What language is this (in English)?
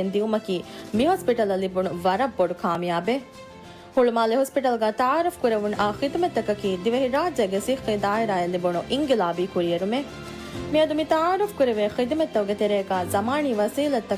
Divehi